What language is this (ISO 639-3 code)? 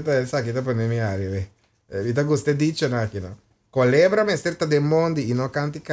pap